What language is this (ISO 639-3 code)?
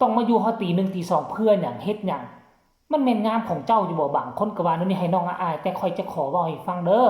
tts